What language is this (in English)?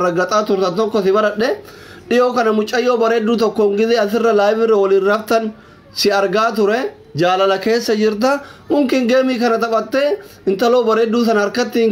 Oromo